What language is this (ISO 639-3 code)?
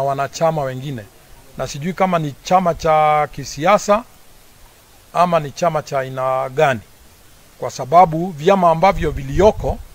swa